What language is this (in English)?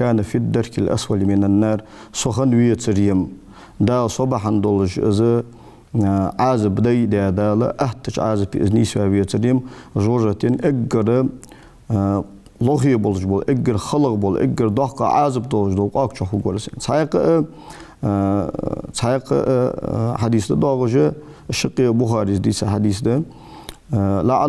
Ingush